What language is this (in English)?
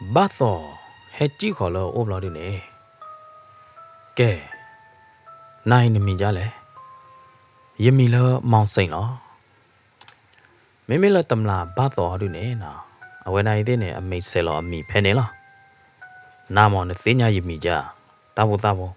S'gaw Karen